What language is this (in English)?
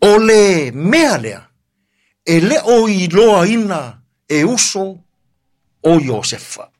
Samoan